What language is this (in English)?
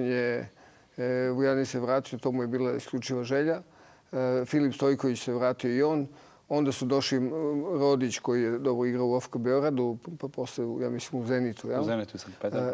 Serbian